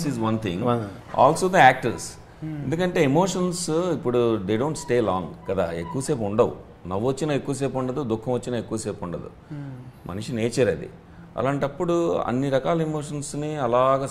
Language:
Telugu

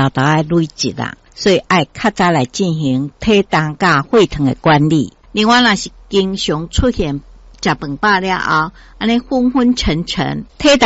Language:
Min Nan Chinese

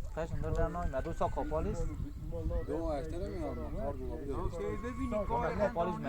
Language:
Kurdish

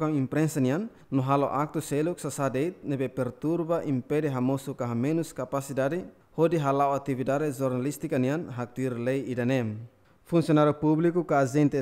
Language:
Tetum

